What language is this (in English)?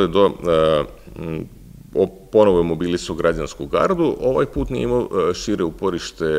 Serbian